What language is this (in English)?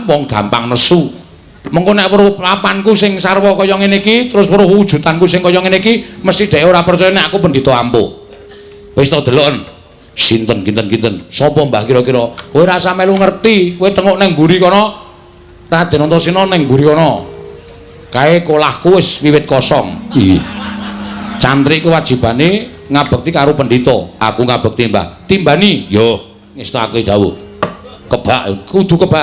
Javanese